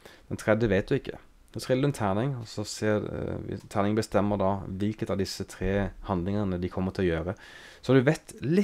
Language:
Norwegian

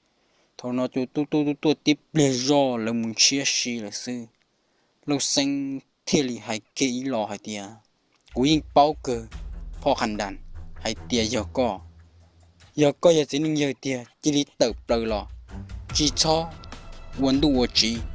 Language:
Hmong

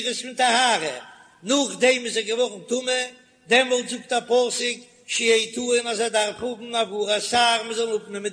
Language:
Yiddish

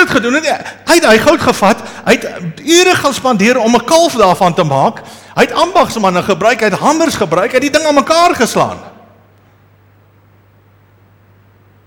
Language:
Afrikaans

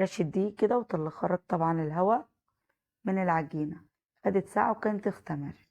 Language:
Egyptian Arabic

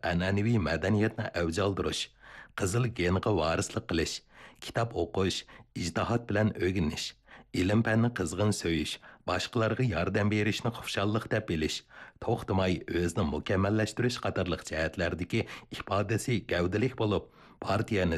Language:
Uyghur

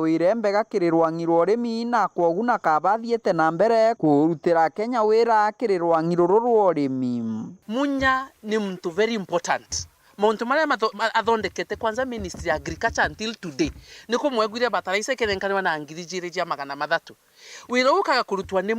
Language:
Meru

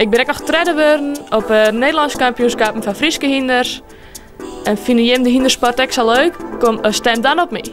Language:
Western Frisian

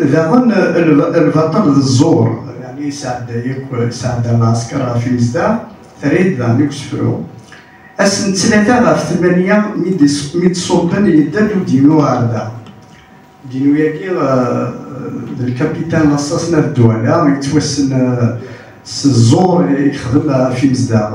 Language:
Kabyle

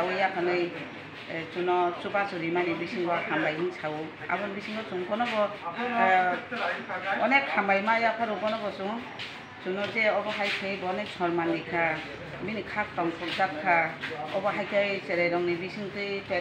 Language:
Kok Borok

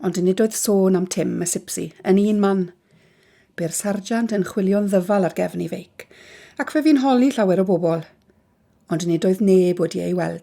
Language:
Welsh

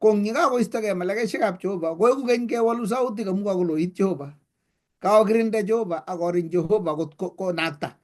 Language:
Kalenjin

